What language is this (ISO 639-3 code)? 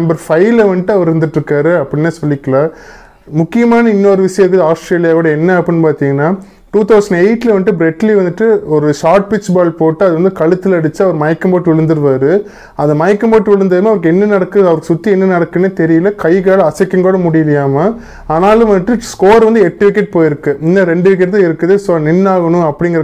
tam